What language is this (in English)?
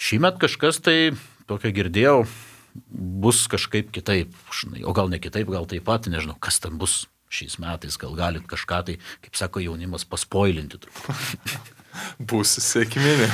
Lithuanian